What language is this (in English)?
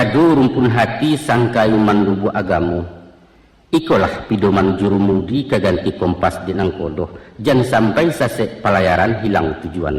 Minangkabau